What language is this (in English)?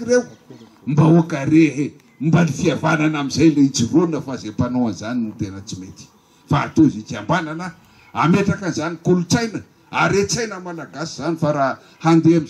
Malagasy